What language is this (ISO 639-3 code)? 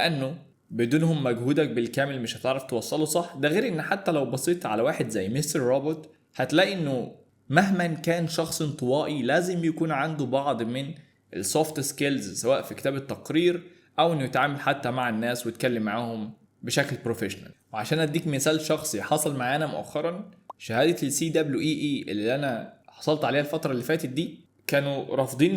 arz